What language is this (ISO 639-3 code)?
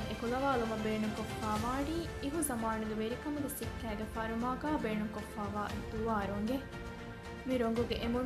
div